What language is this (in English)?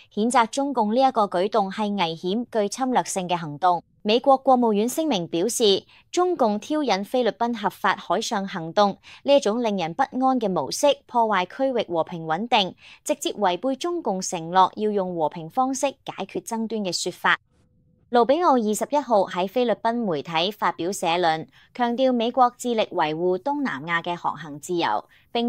Cantonese